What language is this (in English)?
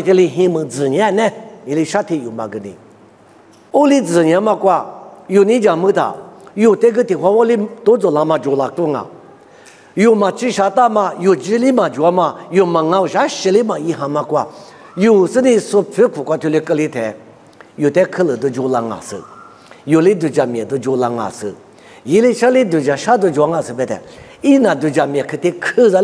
Lisu